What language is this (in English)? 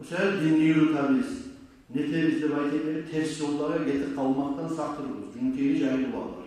Kumyk